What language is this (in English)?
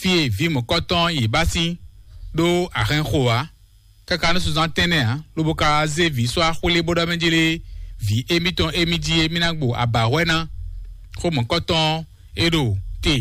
Fon